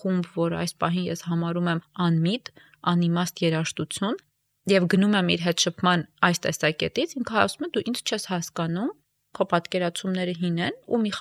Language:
Armenian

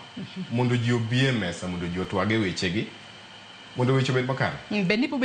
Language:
Luo (Kenya and Tanzania)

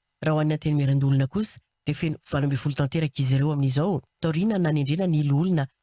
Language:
Malagasy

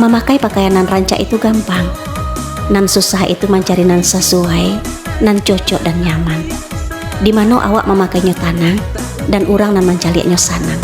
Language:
Minangkabau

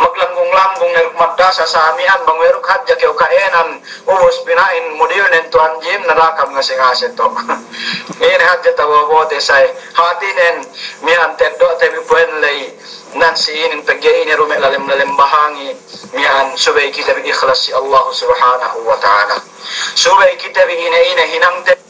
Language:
Yakan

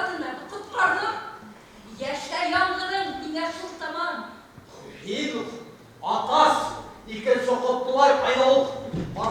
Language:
Bashkir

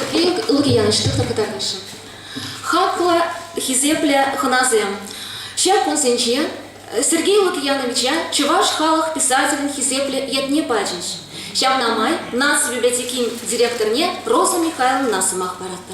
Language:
Chuvash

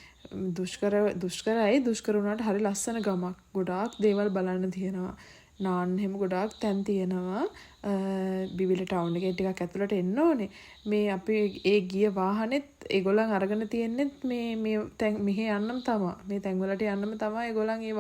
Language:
Sinhala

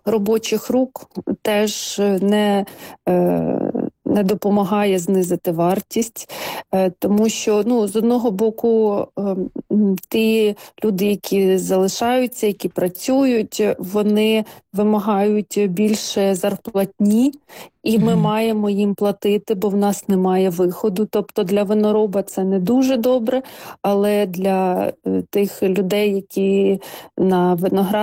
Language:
Ukrainian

